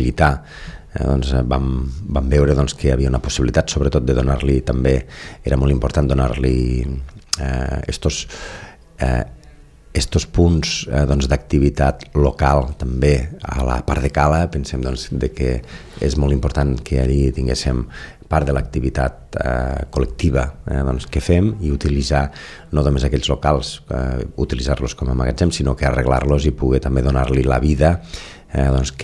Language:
Catalan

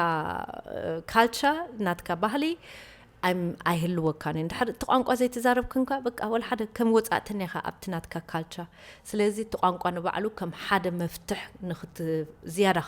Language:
Tigrinya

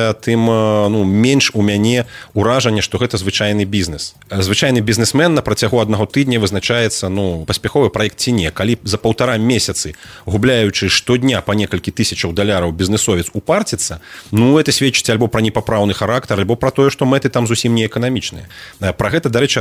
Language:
Belarusian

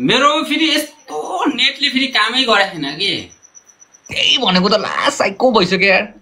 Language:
Nepali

